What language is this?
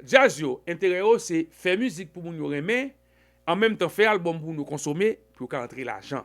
Haitian Creole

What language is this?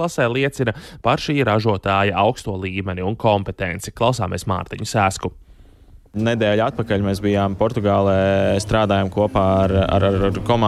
Latvian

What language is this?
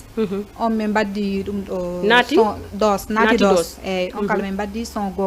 Fula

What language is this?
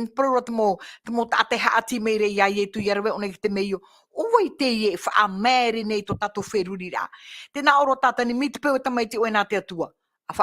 Tahitian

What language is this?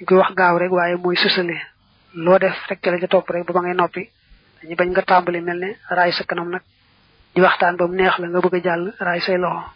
Wolof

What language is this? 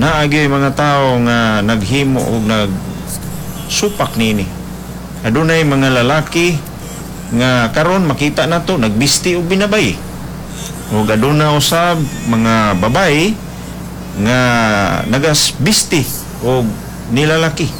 Cebuano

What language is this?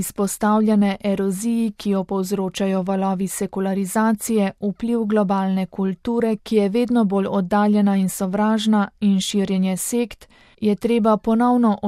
Slovenian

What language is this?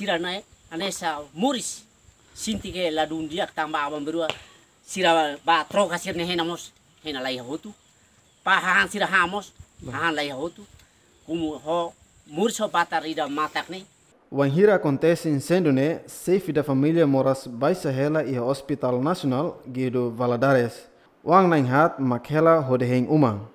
Tetum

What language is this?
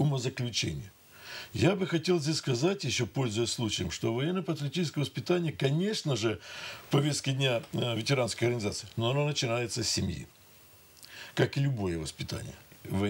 Russian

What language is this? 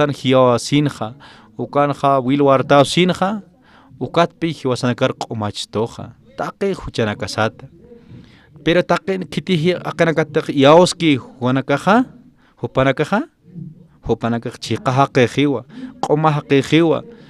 Aymara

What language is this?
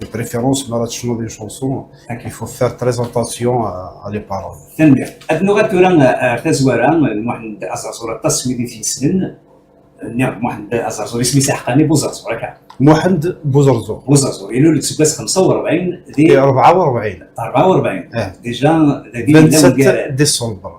Kabyle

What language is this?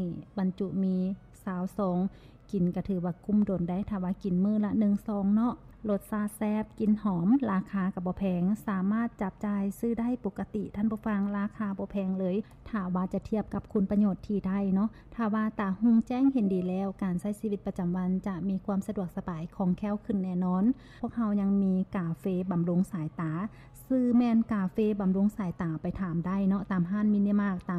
Lao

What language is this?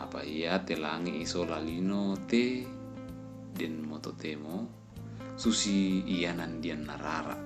Toraja-Sa'dan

